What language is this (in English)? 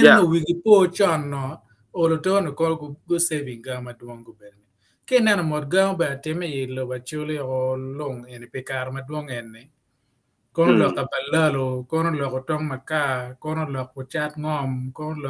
Acoli